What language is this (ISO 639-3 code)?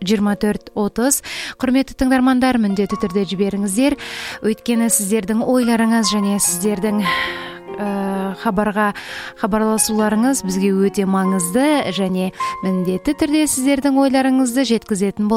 kaz